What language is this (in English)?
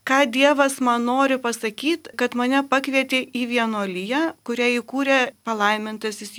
Lithuanian